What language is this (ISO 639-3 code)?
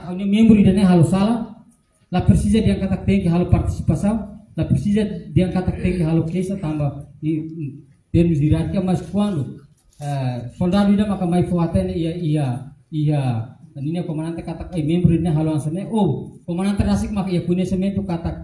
tet